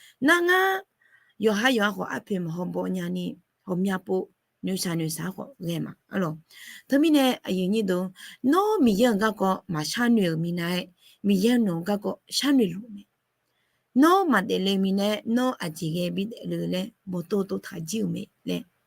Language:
Akha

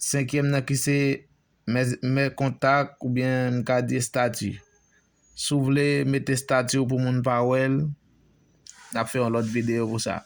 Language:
Haitian Creole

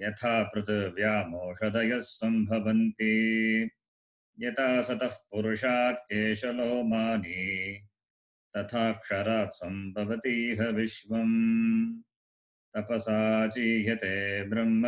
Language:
Sanskrit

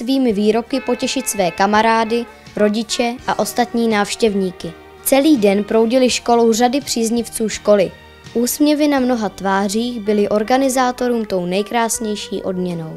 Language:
Czech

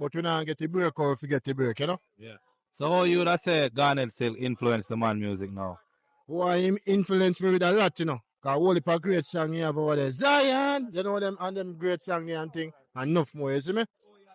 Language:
Jamaican Creole English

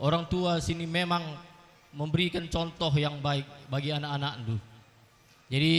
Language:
Batak Karo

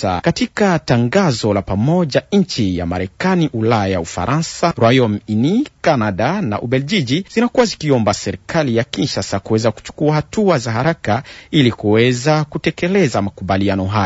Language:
Swahili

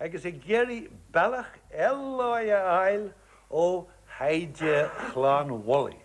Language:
Irish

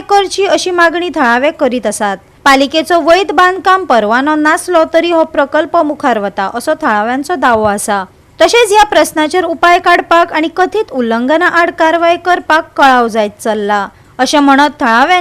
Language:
Konkani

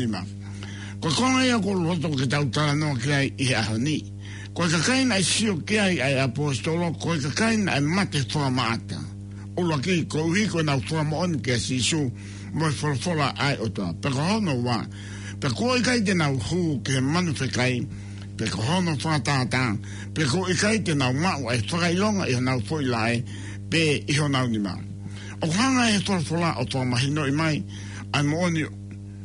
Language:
Tongan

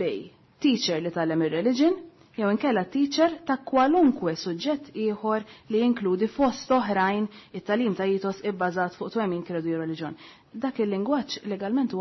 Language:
Maltese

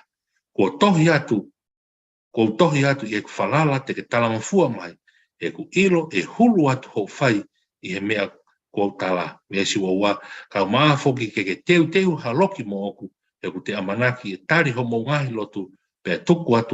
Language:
Tongan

